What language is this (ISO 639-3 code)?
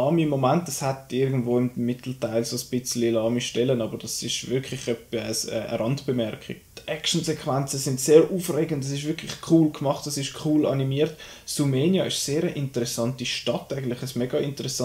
gsw